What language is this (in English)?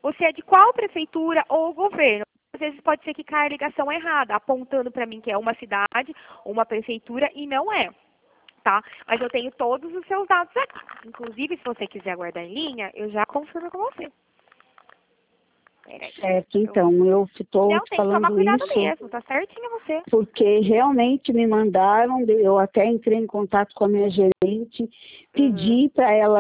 Portuguese